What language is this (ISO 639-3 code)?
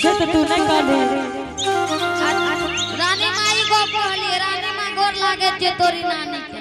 anp